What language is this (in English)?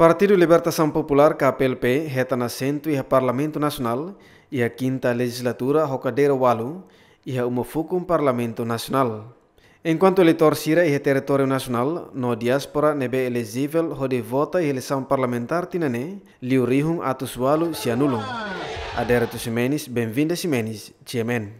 Tetum